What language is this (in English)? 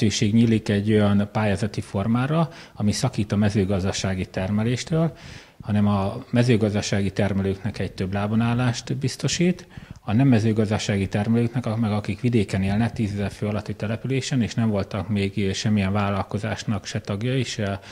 Hungarian